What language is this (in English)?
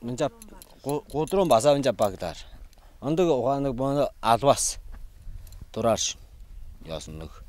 Tuvinian